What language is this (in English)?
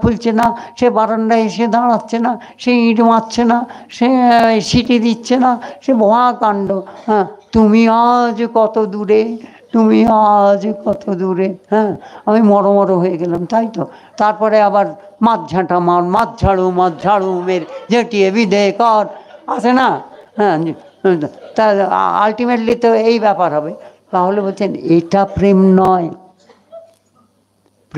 Bangla